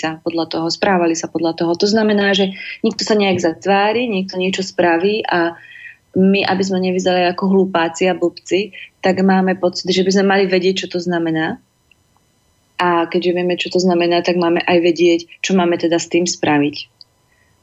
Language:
Slovak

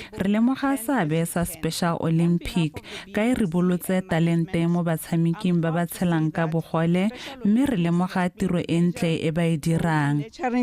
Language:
Tswana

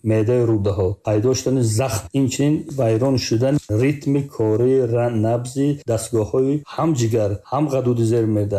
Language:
Tajik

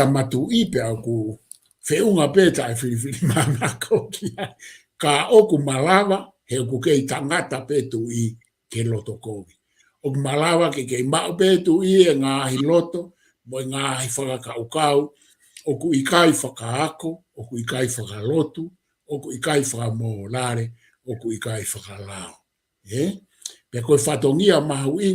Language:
Tongan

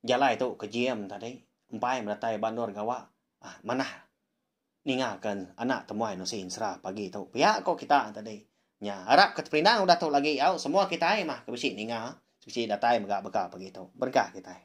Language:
Iban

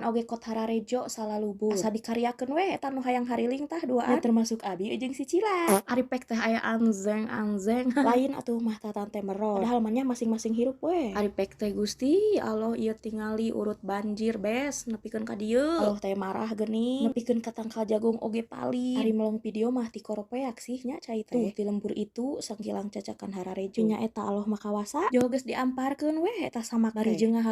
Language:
Sundanese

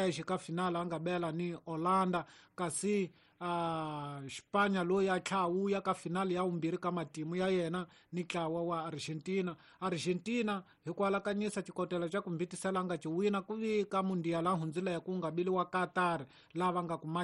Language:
Tsonga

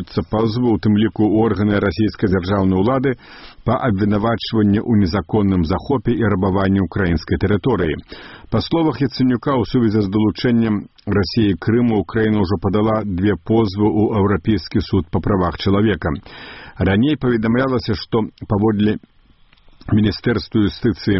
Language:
Belarusian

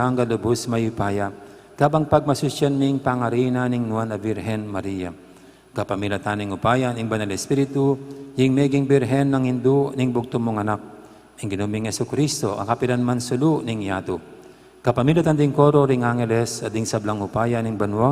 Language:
Pampanga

